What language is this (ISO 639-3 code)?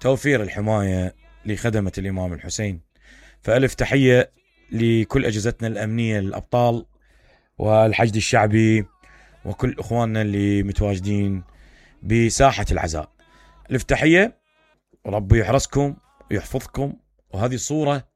acm